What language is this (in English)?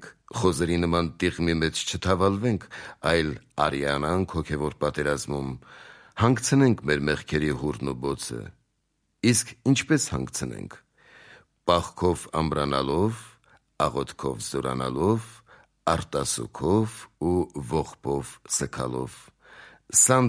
Armenian